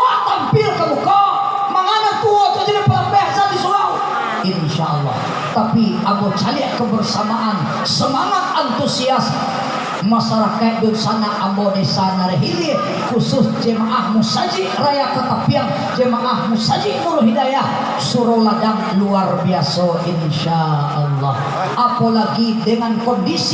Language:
Minangkabau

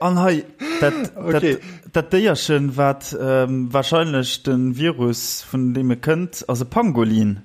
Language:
Luxembourgish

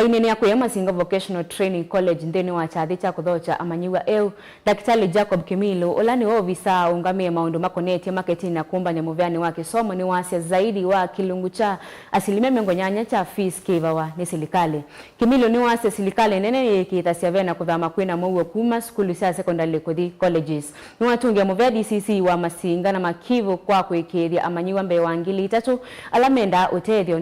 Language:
Kamba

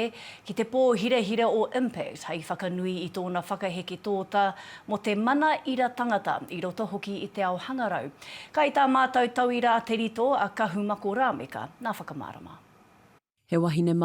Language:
Māori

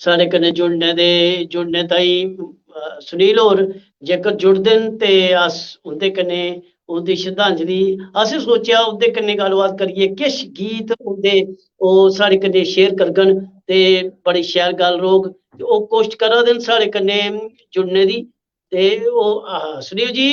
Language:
Dogri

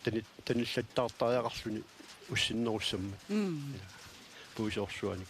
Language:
Kalaallisut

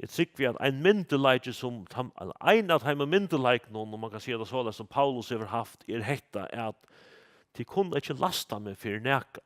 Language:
Faroese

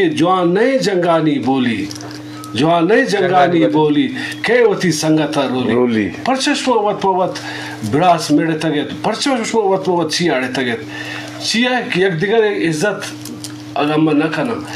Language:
Eastern Balochi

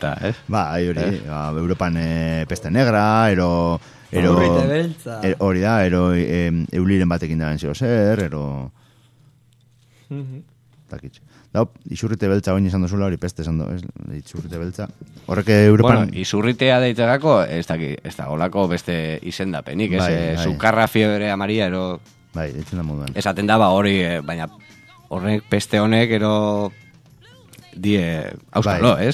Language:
Basque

